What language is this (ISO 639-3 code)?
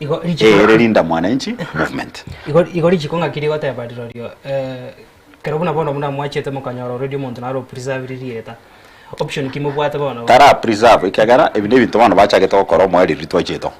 guz